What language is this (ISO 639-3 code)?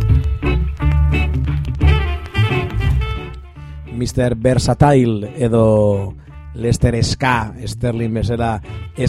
eus